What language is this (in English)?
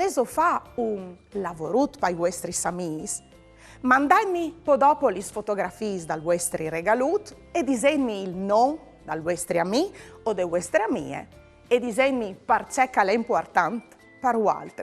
Friulian